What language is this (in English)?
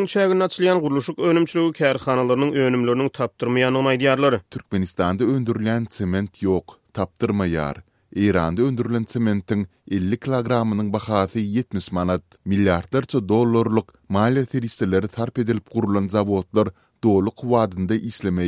Turkmen